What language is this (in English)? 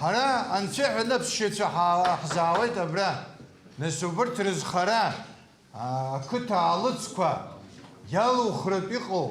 Abkhazian